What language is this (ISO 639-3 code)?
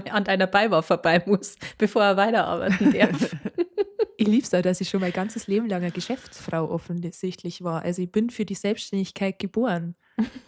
bar